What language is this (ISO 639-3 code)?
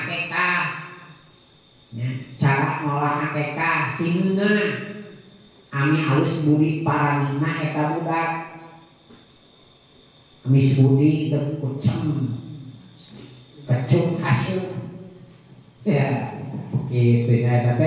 sun